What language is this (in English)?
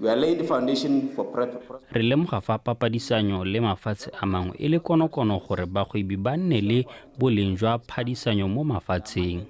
Tswana